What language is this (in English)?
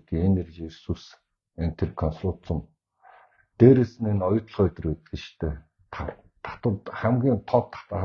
Mongolian